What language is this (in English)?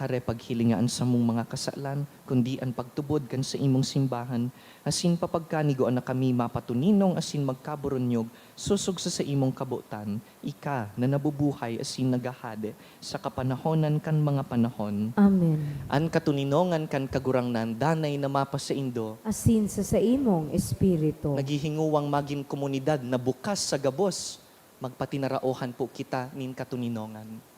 Bikol